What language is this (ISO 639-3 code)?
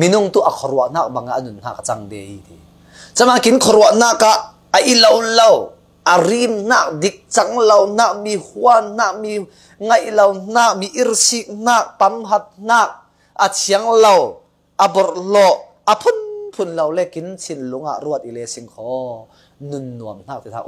cfm